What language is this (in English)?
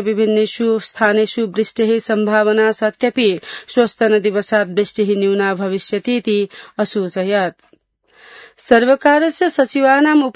Sanskrit